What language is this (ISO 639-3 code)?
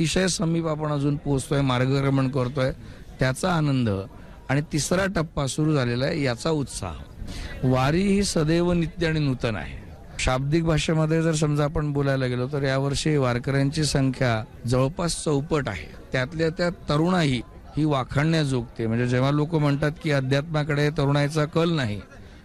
mar